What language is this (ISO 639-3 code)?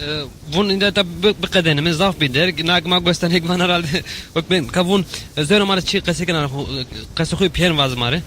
zza